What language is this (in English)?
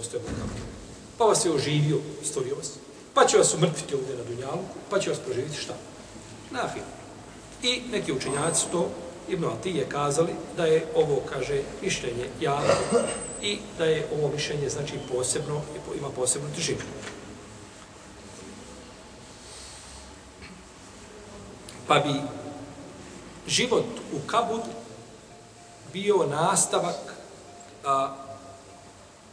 Bosnian